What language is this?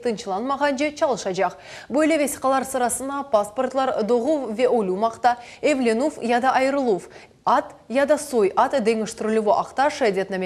Crimean Tatar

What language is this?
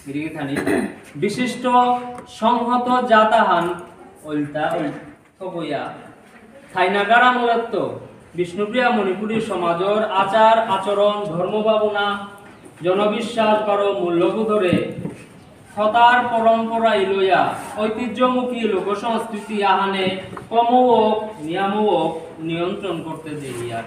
Bishnupriya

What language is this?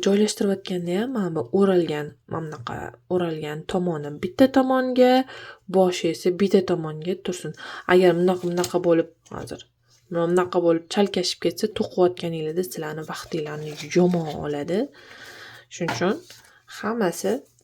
Uzbek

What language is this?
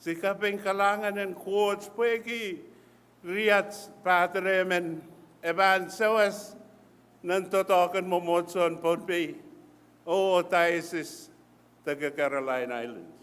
Pohnpeian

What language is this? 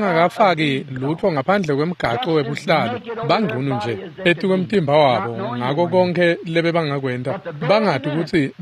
Swati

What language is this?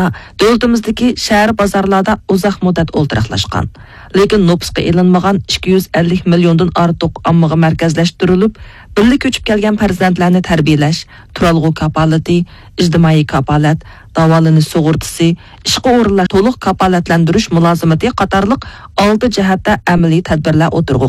Uyghur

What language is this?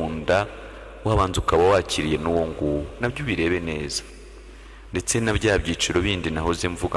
Kinyarwanda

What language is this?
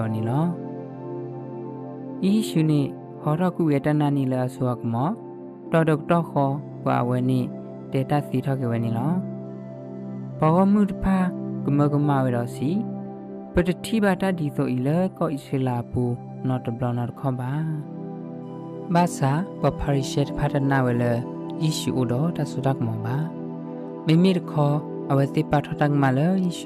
S'gaw Karen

